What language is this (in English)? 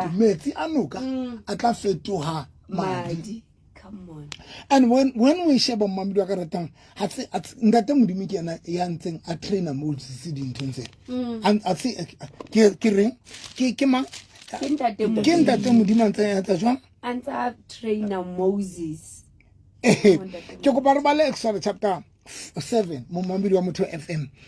Southern Sotho